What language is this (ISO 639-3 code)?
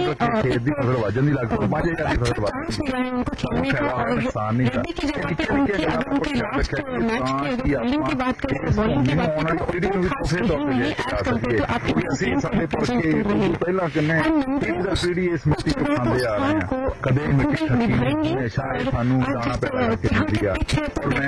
pan